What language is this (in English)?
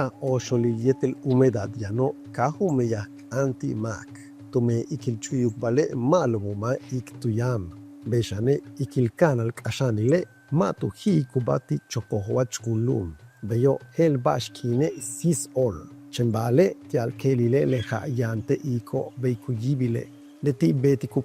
Yucateco